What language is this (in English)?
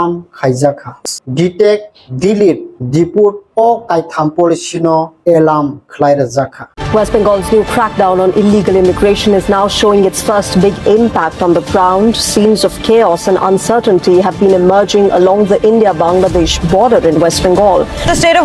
Kok Borok